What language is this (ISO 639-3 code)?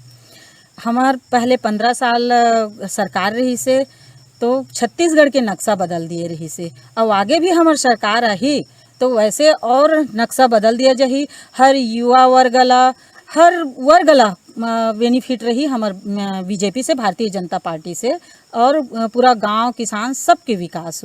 hne